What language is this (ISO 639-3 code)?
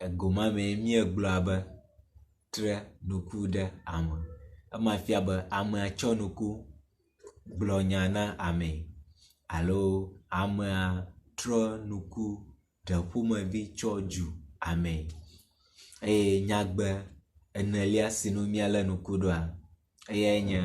ewe